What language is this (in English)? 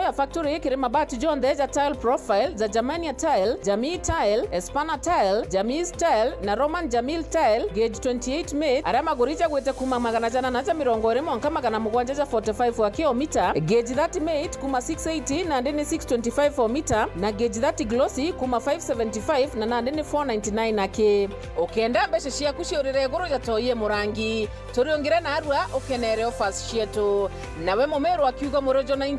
Meru